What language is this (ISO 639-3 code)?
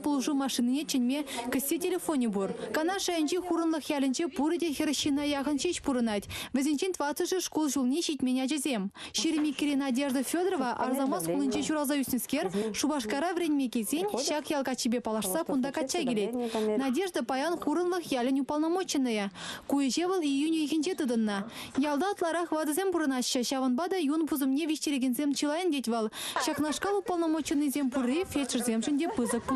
chv